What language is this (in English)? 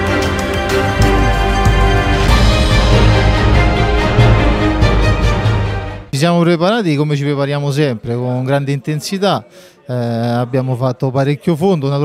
Italian